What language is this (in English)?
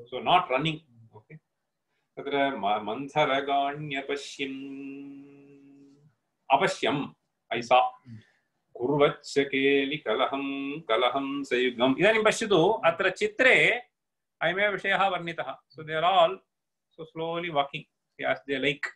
Sanskrit